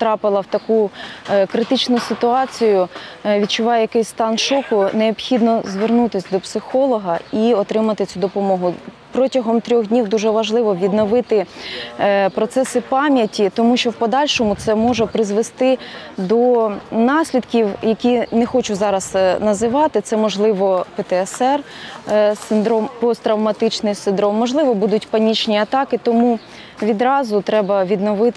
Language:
Ukrainian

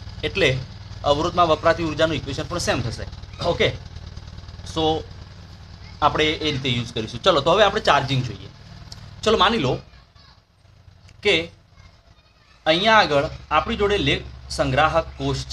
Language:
Gujarati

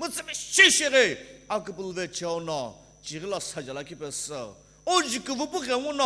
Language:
Sumi Naga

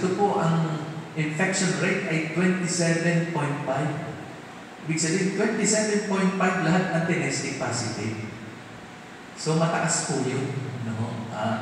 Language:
Filipino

